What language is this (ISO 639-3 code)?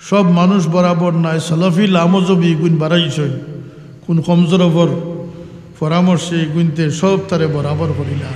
syl